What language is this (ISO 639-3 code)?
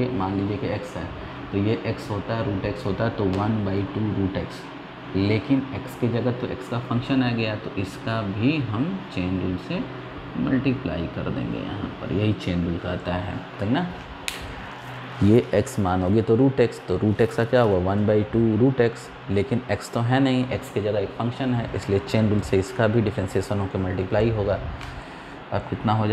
hin